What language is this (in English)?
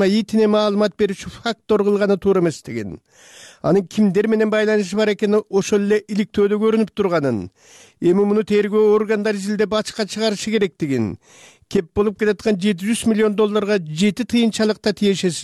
Kyrgyz